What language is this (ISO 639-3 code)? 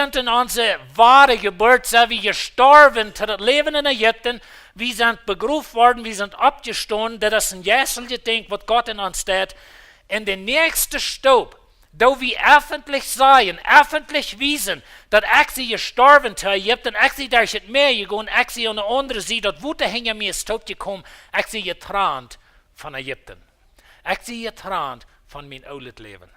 pdt